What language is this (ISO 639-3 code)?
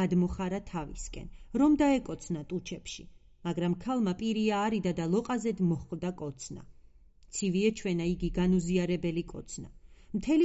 kat